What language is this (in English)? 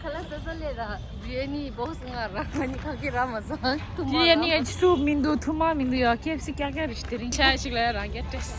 Tibetan